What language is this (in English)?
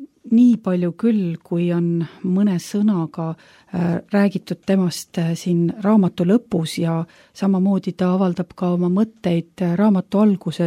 Estonian